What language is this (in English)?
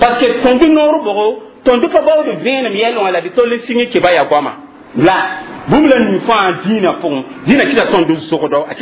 Mossi